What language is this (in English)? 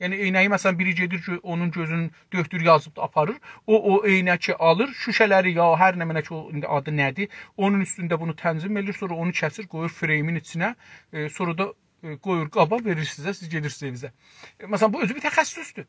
South Azerbaijani